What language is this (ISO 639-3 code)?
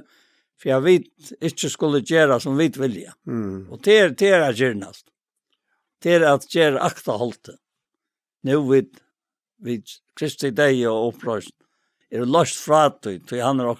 fao